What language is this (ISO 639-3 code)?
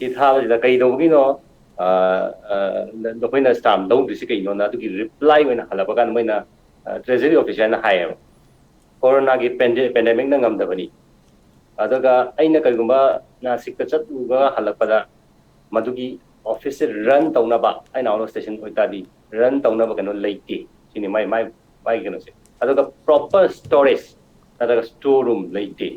mni